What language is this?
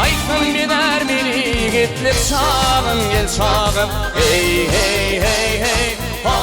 Turkmen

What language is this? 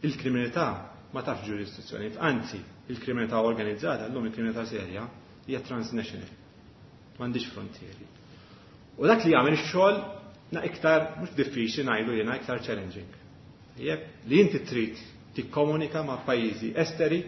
Maltese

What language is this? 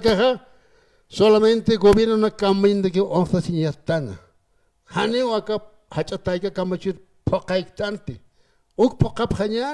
Aymara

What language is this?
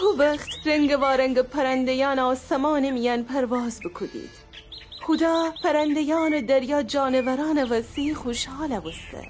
Gilaki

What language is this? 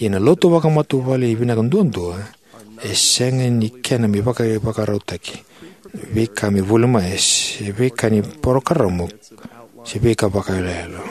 Fijian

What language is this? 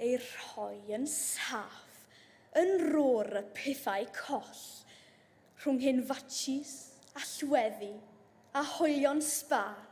Welsh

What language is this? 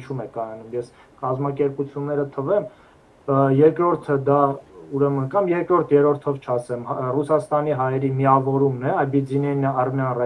Armenian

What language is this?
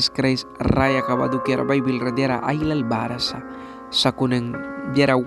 Mískito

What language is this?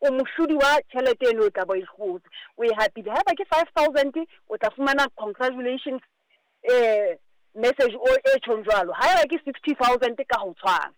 Southern Sotho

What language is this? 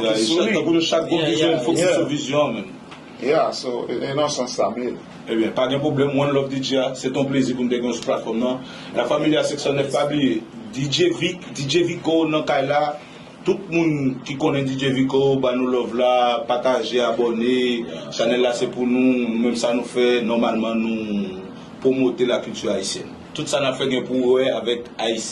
Haitian Creole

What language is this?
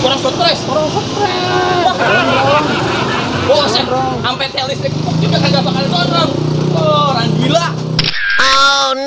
Betawi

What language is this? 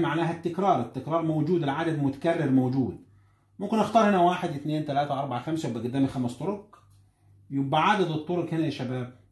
Egyptian Arabic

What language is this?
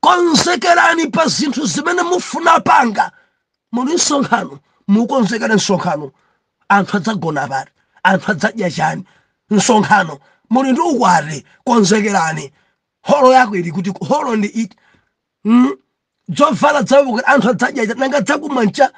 Nyanja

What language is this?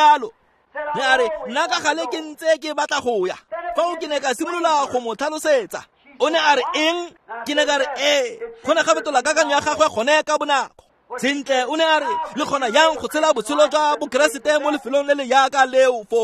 Tswana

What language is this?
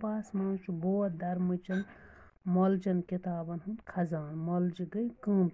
Kashmiri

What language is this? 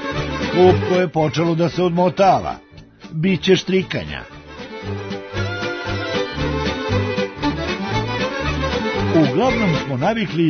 Serbian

